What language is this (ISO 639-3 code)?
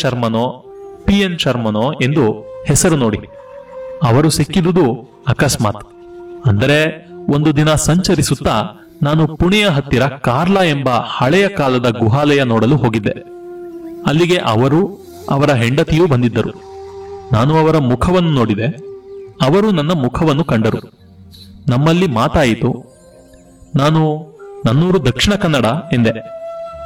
kan